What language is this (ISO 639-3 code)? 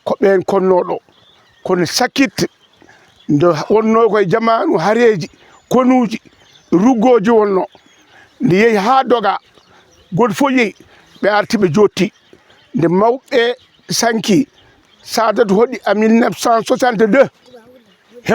ful